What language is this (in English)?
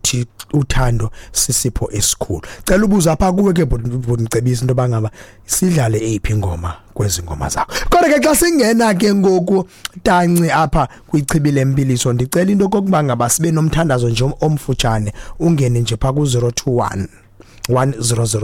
Xhosa